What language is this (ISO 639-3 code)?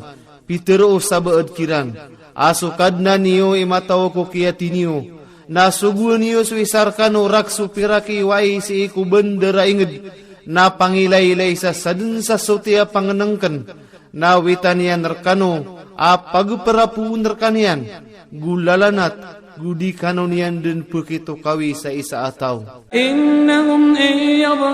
ilp